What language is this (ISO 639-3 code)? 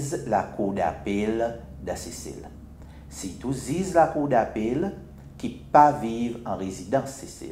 crs